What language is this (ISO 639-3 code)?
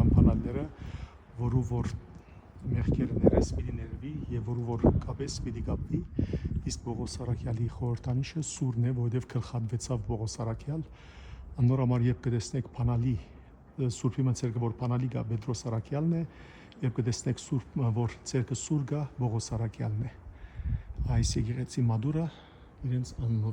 hyw